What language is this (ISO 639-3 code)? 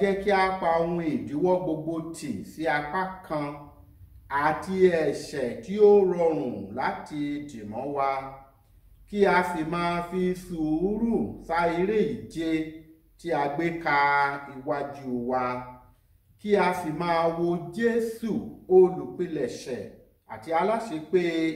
yor